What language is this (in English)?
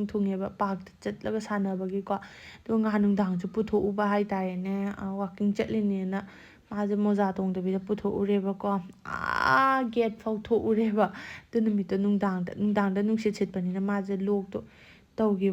Manipuri